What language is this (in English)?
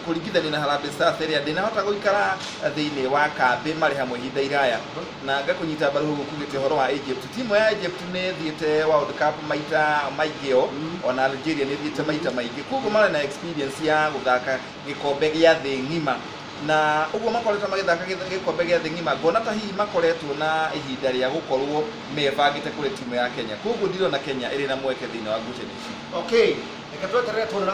Kikuyu